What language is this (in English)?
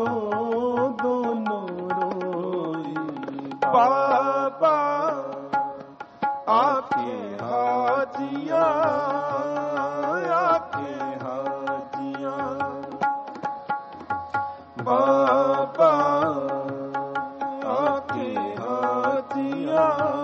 Hindi